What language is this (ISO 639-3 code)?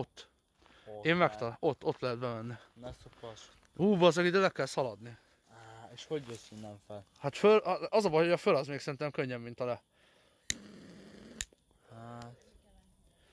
hun